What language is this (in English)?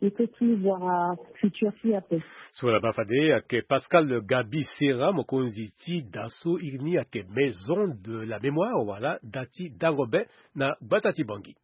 Sango